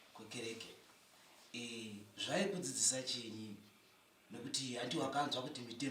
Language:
Shona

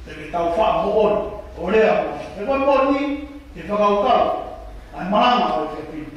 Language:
Tongan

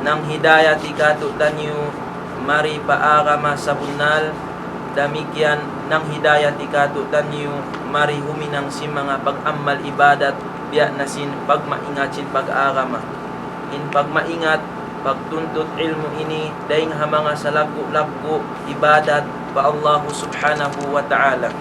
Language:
Tausug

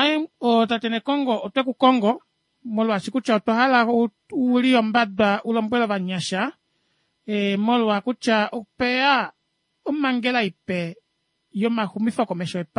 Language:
Kuanyama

